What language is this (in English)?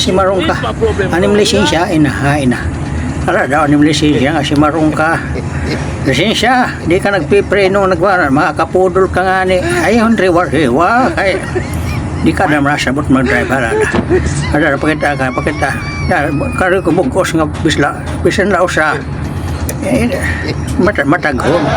Waray